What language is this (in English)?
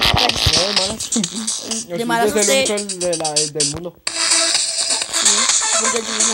Spanish